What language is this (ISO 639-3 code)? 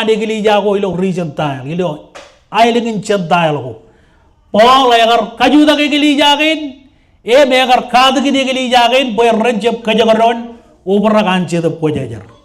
mah